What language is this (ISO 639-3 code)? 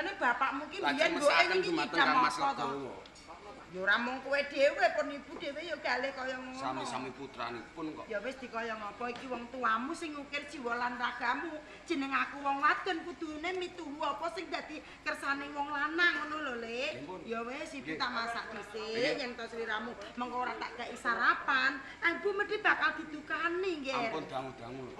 jav